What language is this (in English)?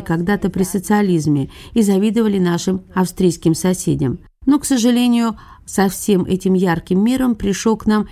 Russian